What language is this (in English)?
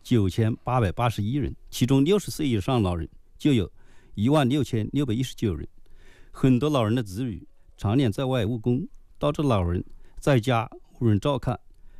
Chinese